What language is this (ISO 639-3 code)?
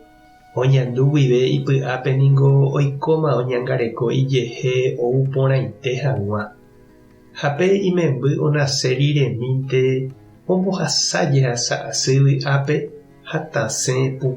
grn